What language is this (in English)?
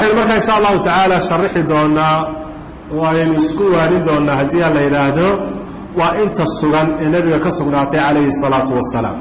Somali